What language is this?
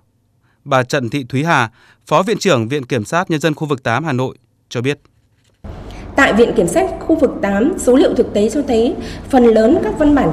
Vietnamese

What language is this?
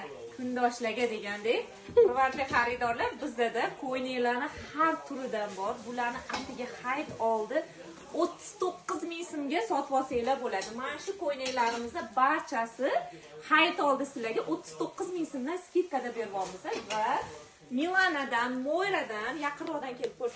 Uzbek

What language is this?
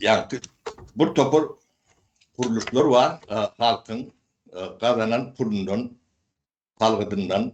Turkmen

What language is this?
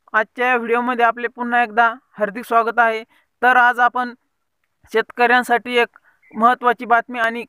Marathi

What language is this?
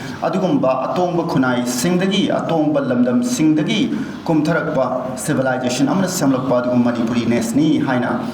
Manipuri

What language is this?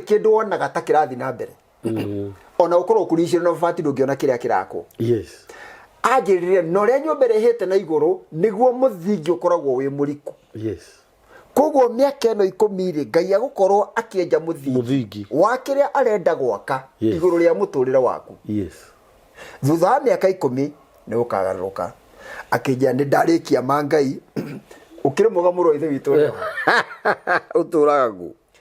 Kikuyu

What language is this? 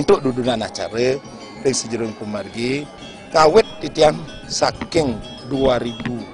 Balinese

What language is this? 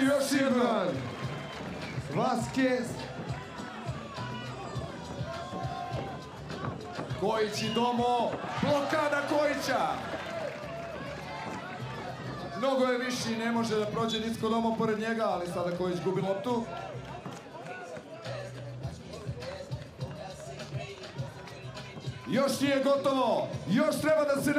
Serbian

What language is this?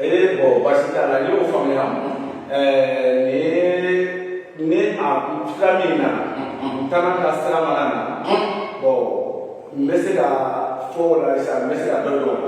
Bambara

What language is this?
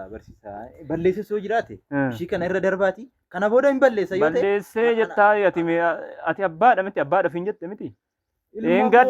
Oromo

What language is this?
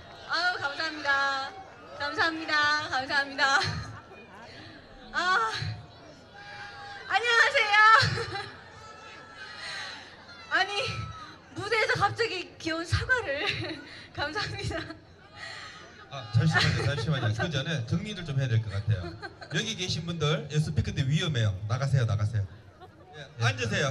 Korean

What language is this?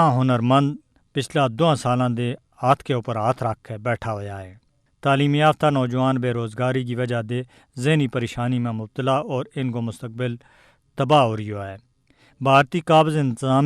Gujari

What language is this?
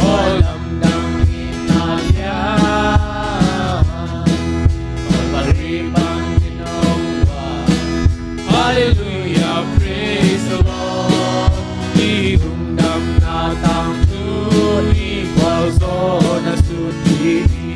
Tedim Chin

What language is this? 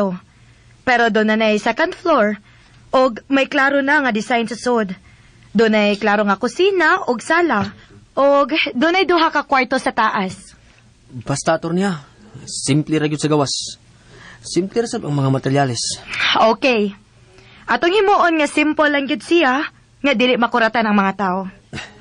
Cebuano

